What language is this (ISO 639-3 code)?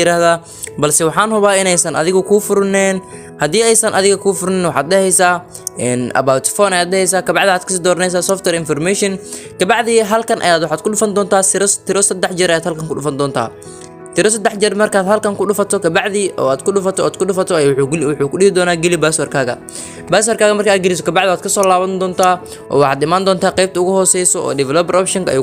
som